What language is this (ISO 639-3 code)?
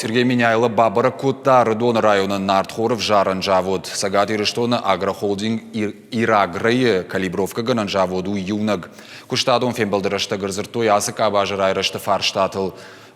oss